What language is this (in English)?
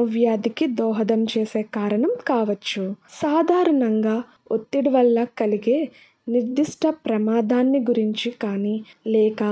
Telugu